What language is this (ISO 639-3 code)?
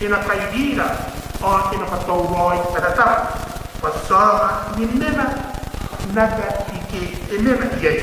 gil